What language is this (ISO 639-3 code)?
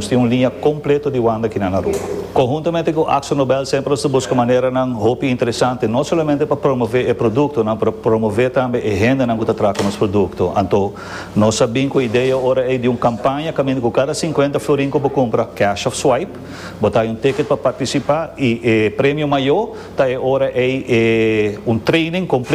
pap